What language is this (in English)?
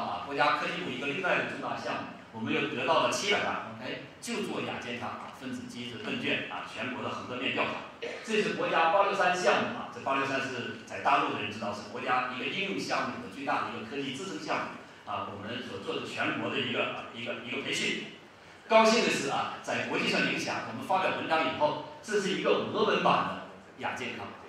Chinese